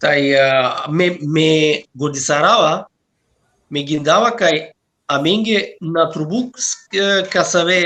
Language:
Balkan Romani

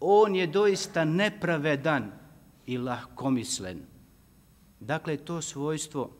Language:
Bosnian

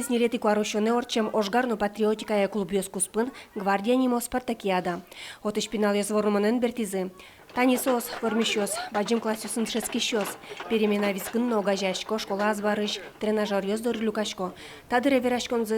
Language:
Udmurt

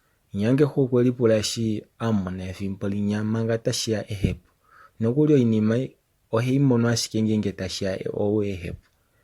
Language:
Kuanyama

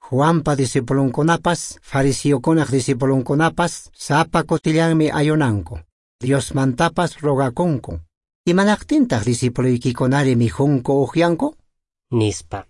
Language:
Quechua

